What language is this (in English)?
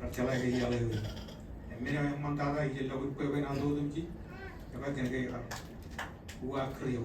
Marshallese